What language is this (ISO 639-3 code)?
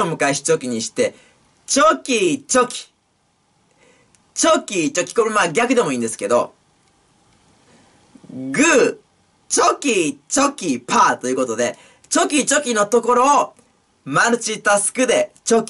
jpn